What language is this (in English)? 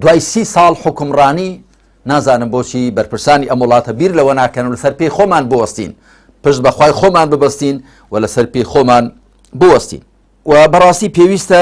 Central Kurdish